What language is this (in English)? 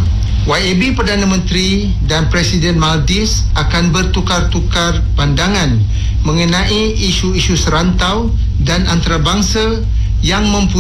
Malay